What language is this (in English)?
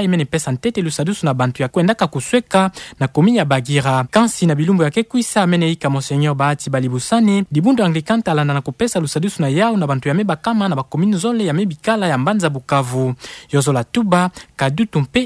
Kituba (Democratic Republic of Congo)